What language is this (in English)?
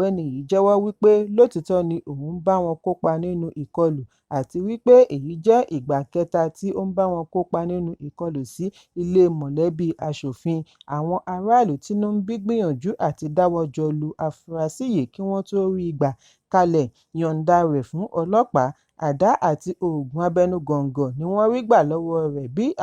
Yoruba